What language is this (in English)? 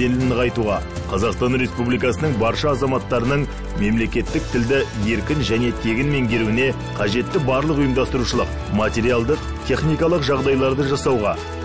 Kazakh